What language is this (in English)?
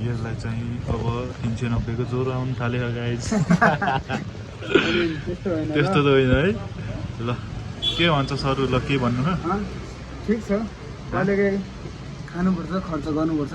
Nepali